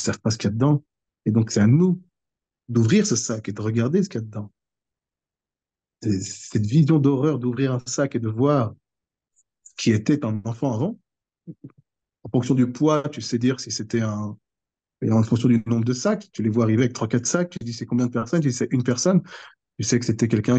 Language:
French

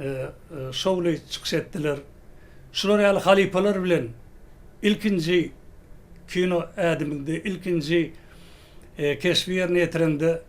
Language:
Turkmen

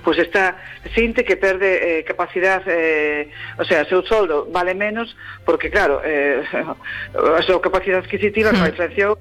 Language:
Galician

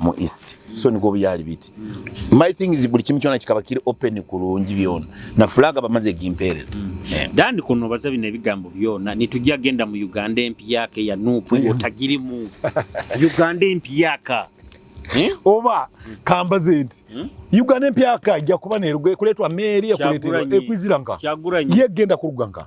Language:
Nyoro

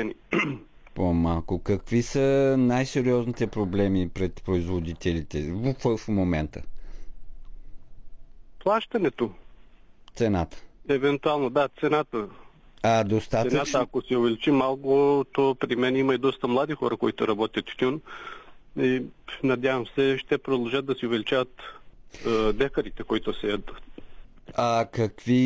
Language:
Bulgarian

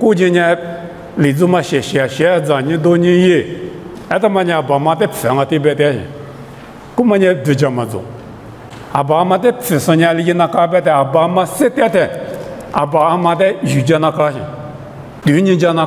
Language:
Lisu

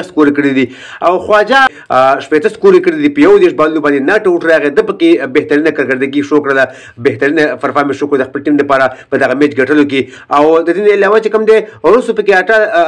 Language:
Pashto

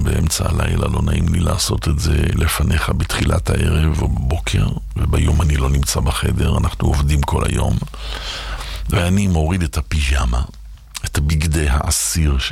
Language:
Hebrew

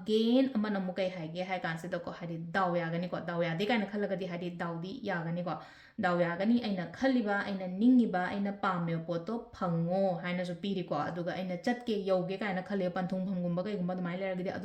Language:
Manipuri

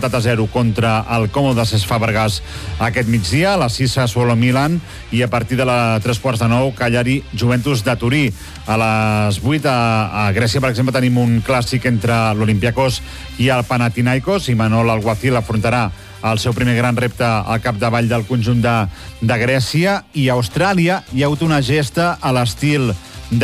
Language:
Catalan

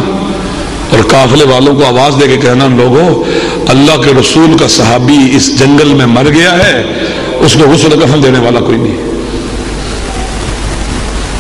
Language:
Urdu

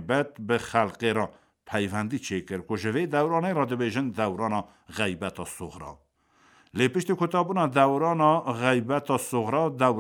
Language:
Kurdish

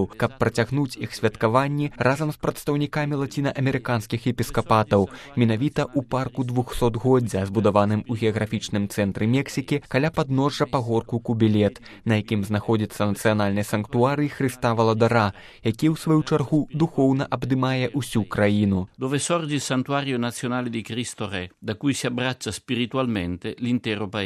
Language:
Belarusian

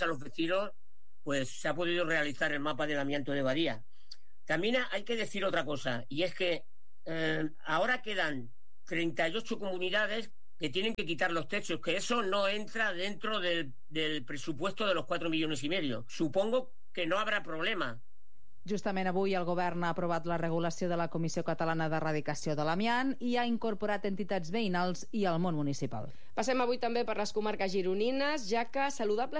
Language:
Catalan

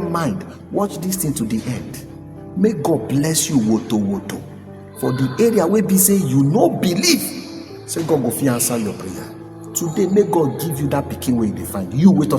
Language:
Nigerian Pidgin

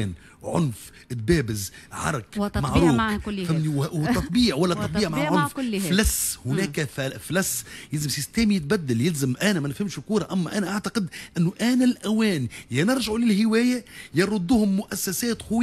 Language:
Tunisian Arabic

